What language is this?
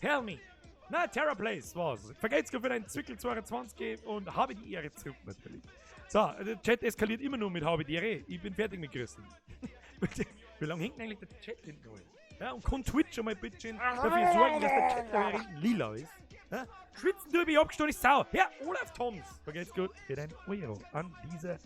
Bavarian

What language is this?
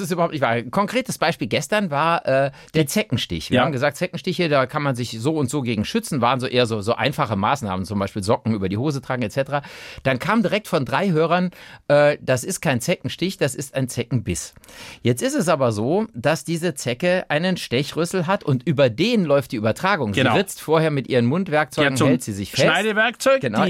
German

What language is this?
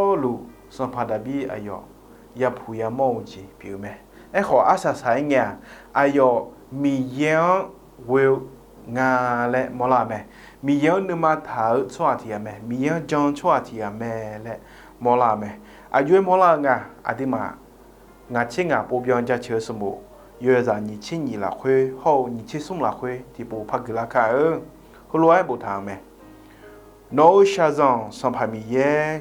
Akha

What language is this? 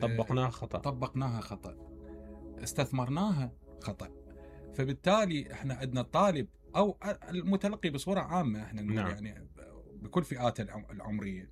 Mesopotamian Arabic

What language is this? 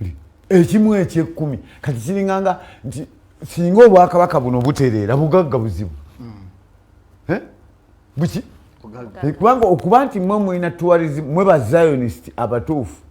Ganda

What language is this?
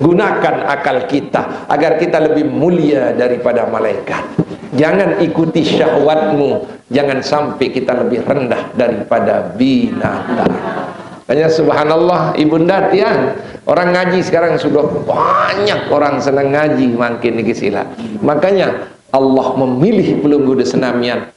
Sasak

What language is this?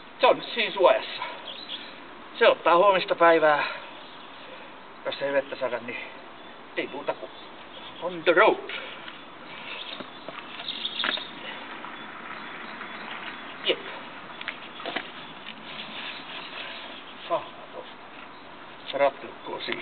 Finnish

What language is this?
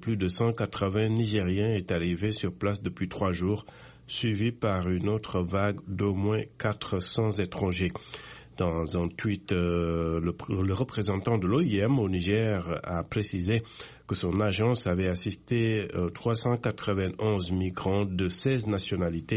French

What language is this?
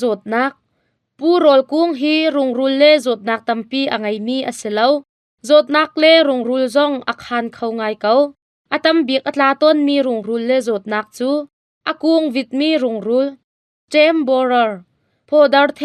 Hakha Chin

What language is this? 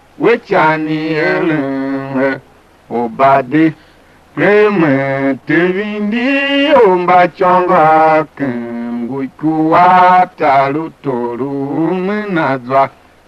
Tiv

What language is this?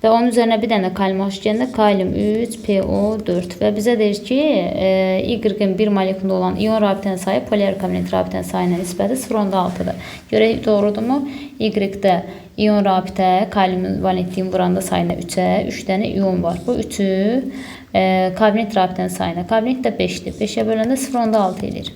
Azerbaijani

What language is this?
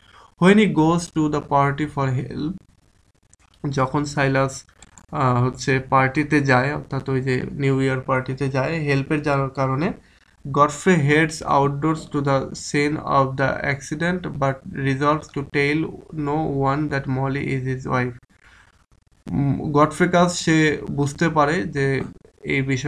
Bangla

